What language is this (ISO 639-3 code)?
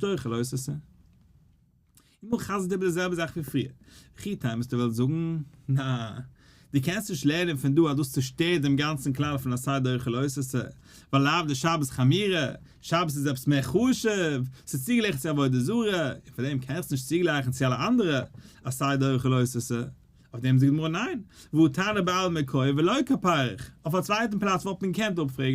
yid